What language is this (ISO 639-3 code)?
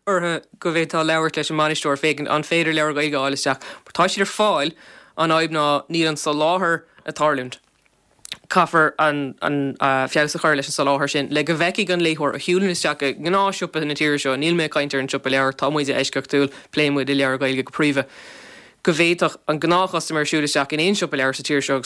gle